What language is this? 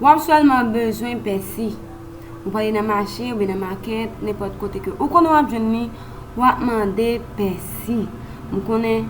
Haitian Creole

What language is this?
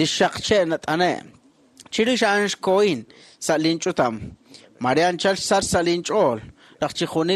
Kekchí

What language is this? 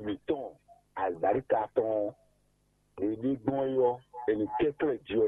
Fon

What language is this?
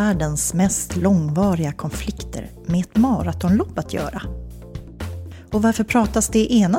Swedish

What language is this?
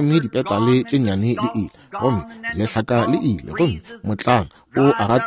Northern Sotho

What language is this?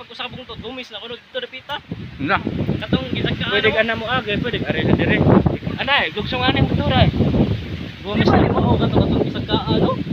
Cebuano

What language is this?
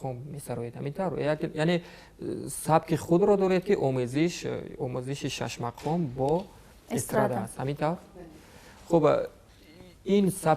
Tajik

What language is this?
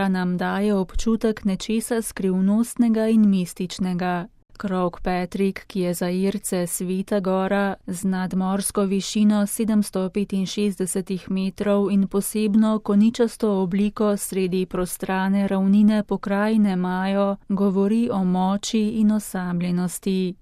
Slovenian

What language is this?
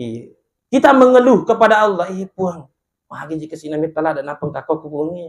Buginese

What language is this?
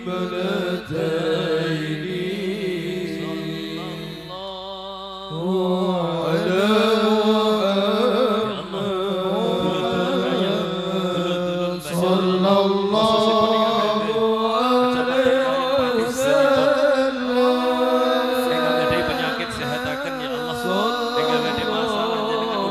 Javanese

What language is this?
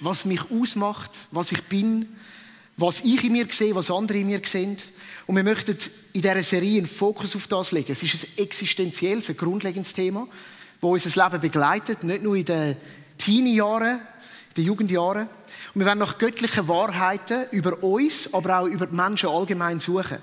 Swiss German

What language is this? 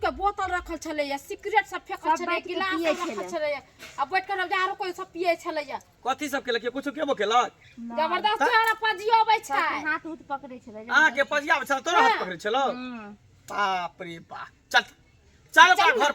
Maithili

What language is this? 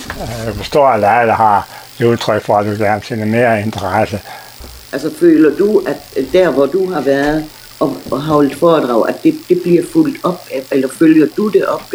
Danish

